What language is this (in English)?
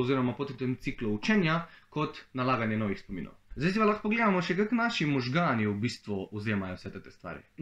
Slovenian